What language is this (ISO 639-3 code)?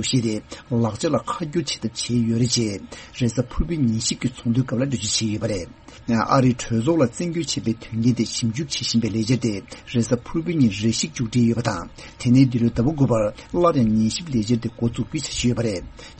bod